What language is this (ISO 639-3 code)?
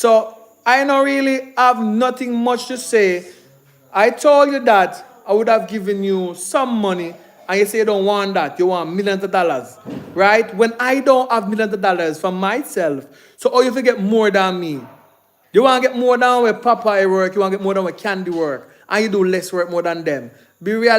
jam